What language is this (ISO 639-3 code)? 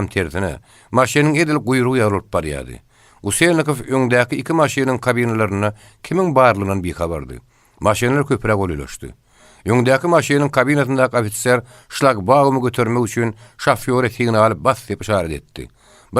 tuk